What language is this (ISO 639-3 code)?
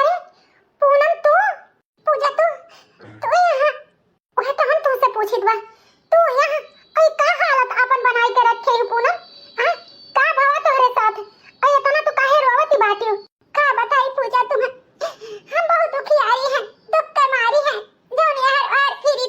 awa